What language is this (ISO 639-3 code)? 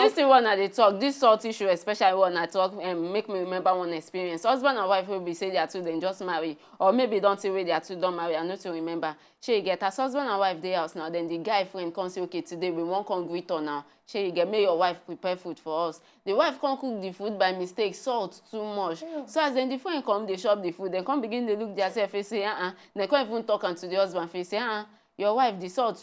pcm